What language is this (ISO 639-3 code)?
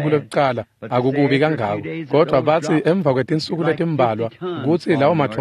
ssw